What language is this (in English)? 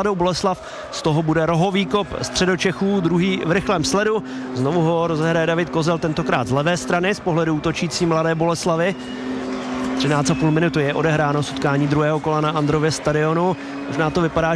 Czech